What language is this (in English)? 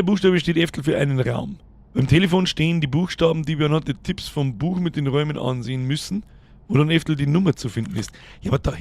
Bavarian